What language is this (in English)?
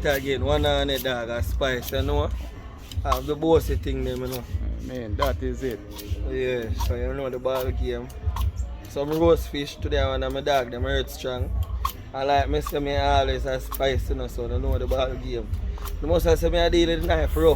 Jamaican Creole English